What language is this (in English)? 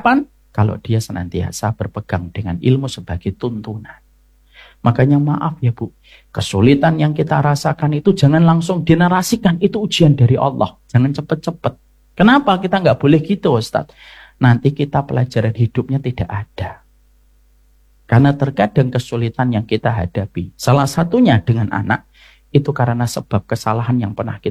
Indonesian